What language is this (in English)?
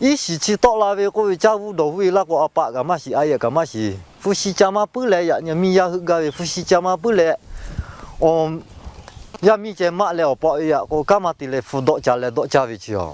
Lahu